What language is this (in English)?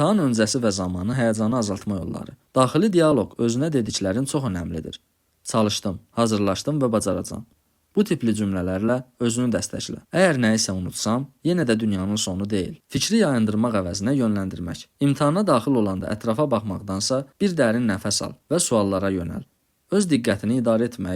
Azerbaijani